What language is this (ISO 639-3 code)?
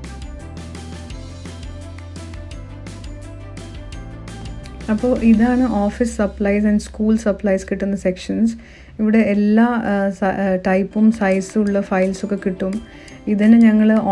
mal